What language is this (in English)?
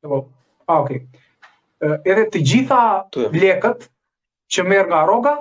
Albanian